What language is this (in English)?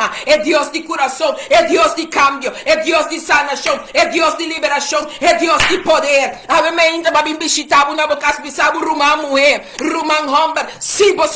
Papiamento